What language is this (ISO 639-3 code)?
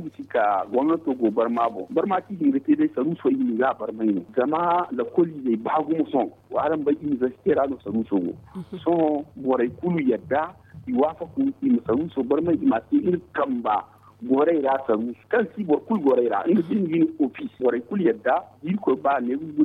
dje